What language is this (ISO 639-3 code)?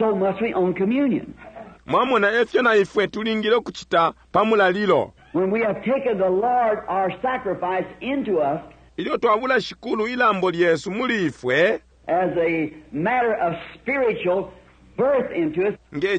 bem